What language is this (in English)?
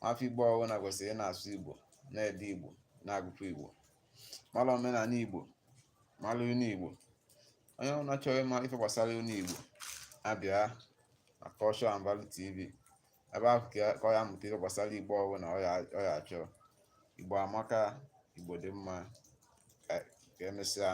Igbo